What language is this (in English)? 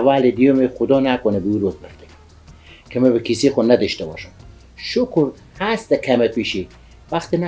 Persian